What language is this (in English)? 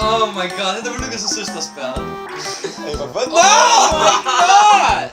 Faroese